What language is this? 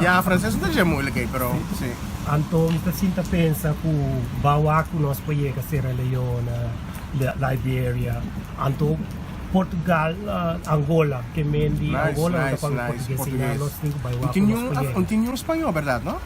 Papiamento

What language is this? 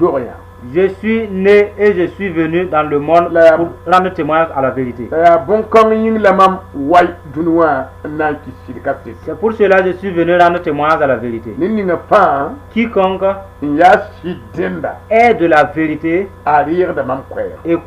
Mossi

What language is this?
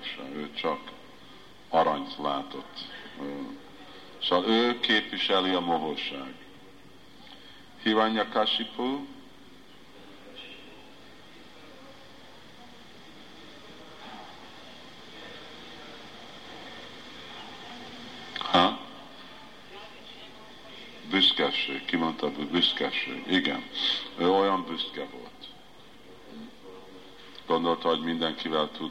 Hungarian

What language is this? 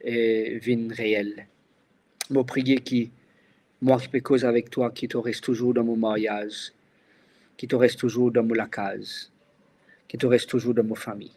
Morisyen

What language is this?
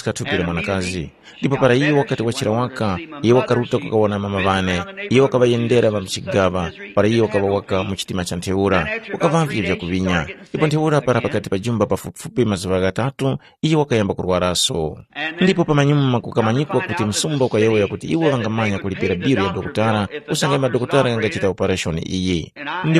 Tumbuka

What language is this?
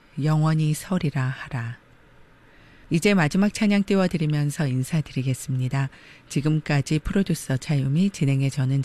Korean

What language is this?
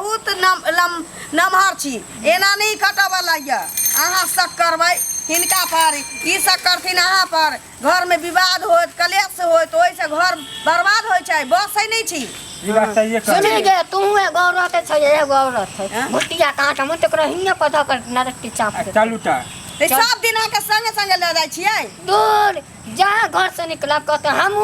Maithili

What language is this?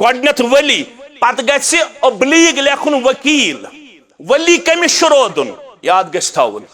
Kashmiri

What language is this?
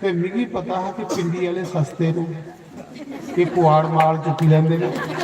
Dogri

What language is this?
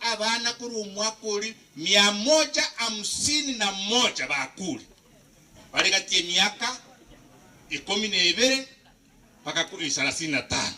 Gusii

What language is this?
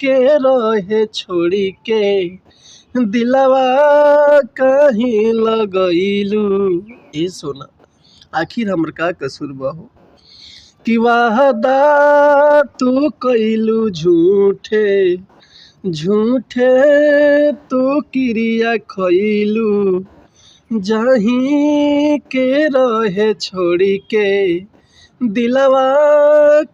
Bhojpuri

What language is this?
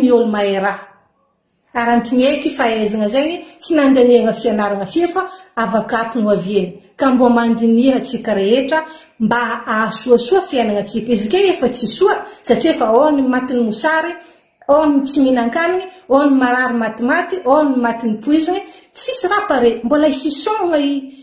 Malagasy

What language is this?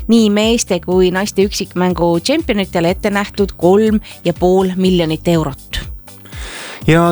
Estonian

